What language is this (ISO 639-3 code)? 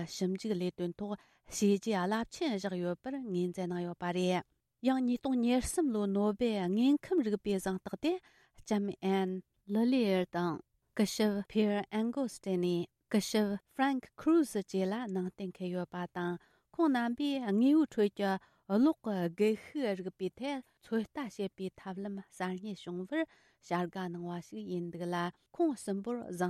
bod